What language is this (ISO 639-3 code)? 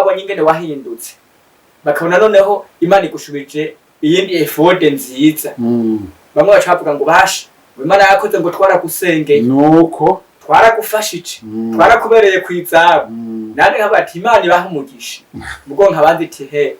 run